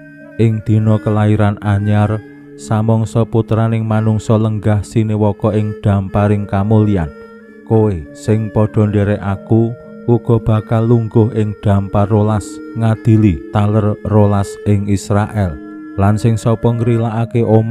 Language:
Javanese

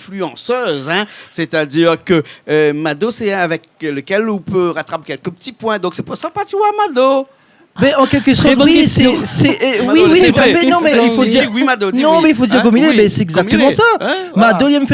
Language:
Réunion Creole French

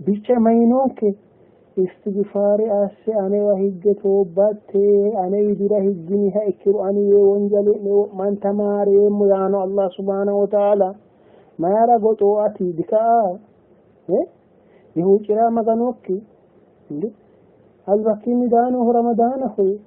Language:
Sidamo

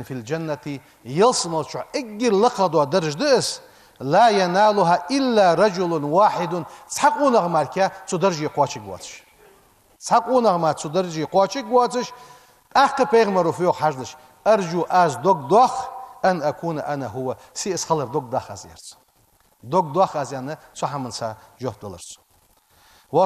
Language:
Ingush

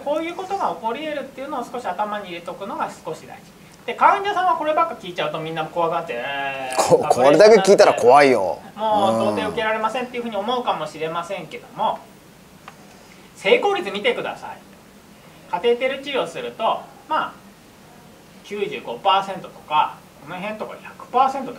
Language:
Japanese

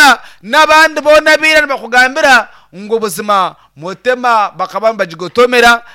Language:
Nyankole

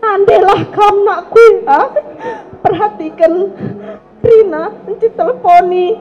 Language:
Batak Karo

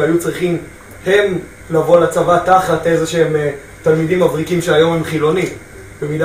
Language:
Hebrew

